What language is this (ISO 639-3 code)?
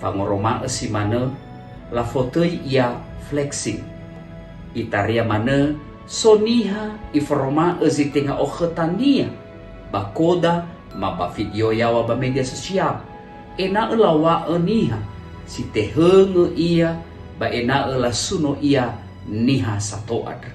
nia